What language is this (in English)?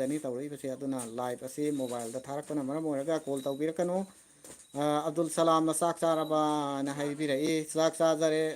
Manipuri